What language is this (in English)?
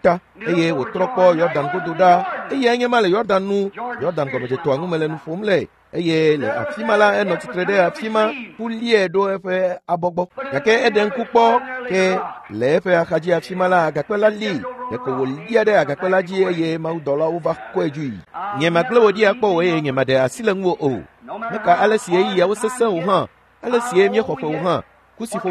Ewe